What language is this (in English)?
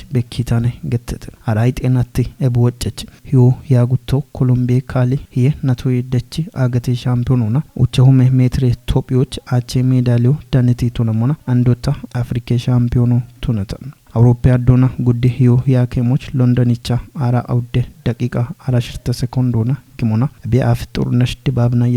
Kafa